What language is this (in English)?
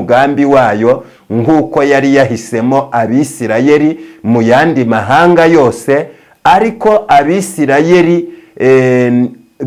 Kinyarwanda